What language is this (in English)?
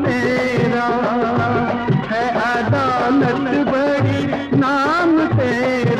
Hindi